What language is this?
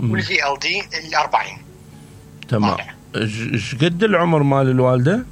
Mesopotamian Arabic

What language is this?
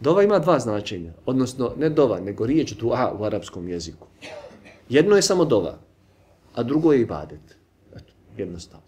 Bosnian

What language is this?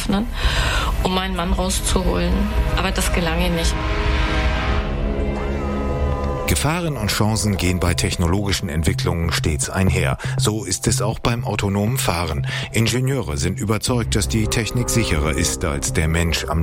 German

